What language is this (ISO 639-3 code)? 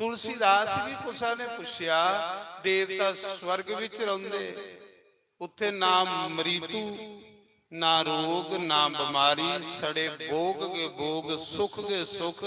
doi